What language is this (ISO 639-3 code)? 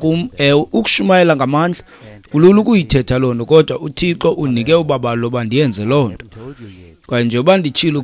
xho